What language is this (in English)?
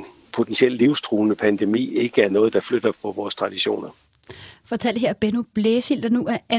Danish